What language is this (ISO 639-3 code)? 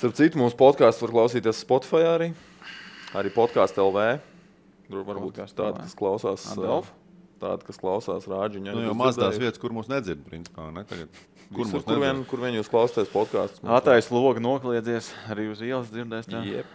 lav